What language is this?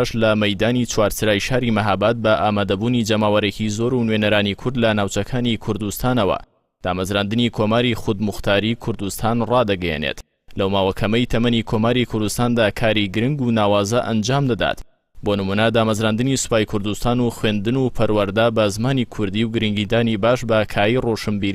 Central Kurdish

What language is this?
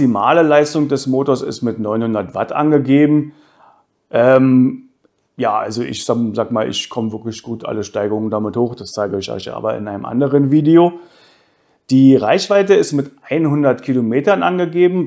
German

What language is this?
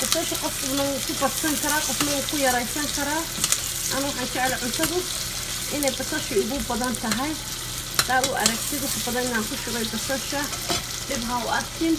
Somali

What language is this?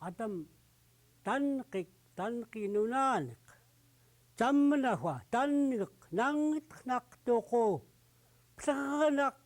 Central Yupik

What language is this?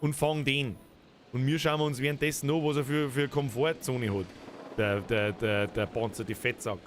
Bavarian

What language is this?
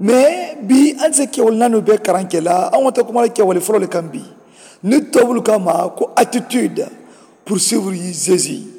Mandingo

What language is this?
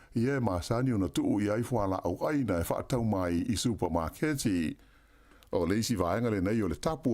Samoan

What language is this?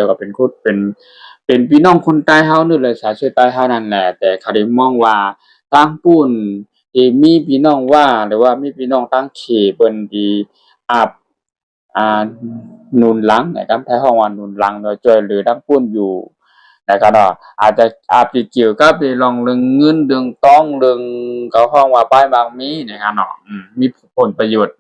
Shan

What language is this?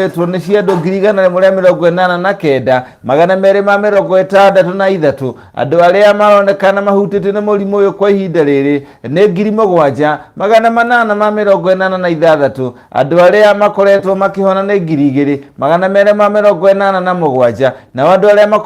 Kikuyu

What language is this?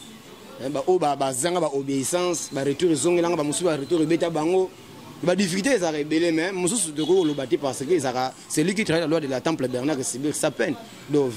Lingala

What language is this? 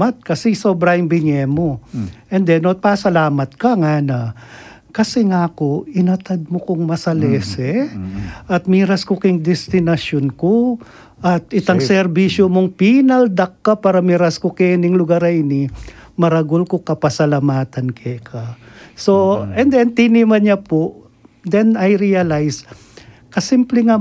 Pampanga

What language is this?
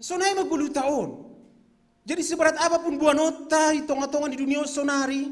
Batak Simalungun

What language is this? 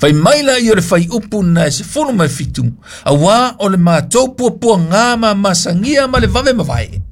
Samoan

